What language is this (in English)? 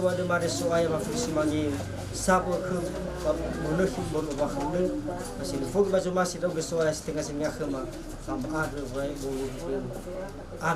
Nias